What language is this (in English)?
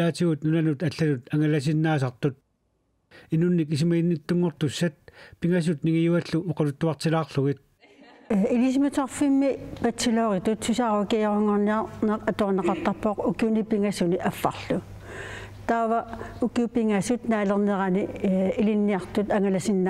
Kalaallisut